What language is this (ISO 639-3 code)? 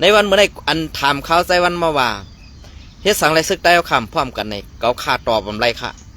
shn